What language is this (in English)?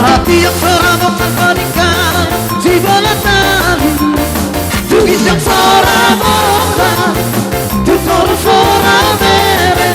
Batak Toba